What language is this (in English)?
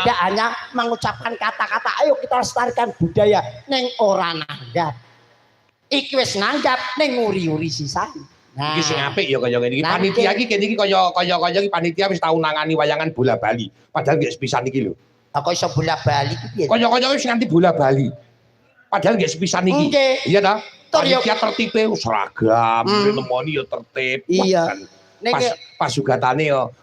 Javanese